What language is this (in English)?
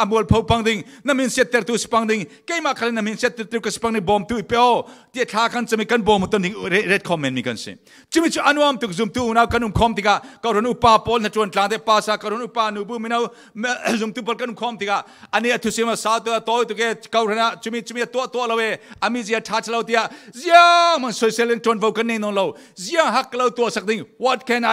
Falam Chin